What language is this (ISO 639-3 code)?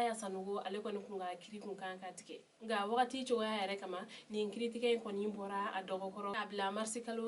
bam